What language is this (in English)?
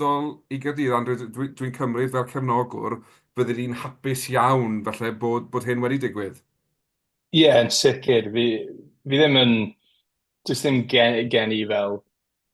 Welsh